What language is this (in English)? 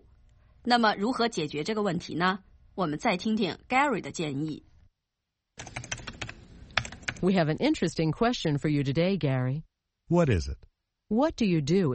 Chinese